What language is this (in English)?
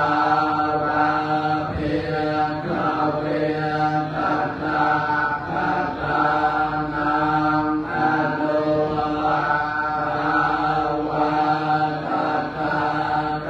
Pali